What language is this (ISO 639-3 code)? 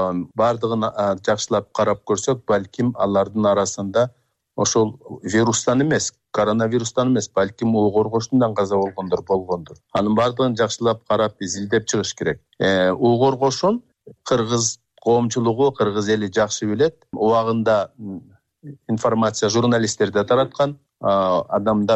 kir